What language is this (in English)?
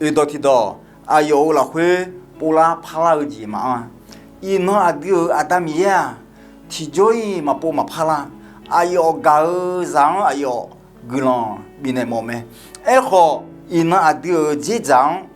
Akha